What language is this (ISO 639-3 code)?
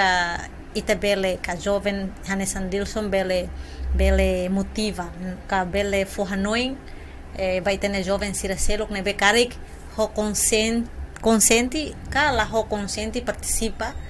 tet